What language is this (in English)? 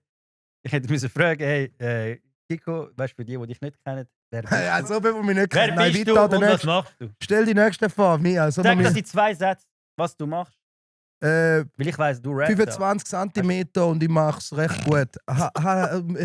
Swiss German